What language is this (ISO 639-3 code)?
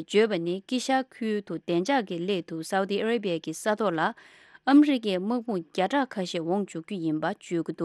bod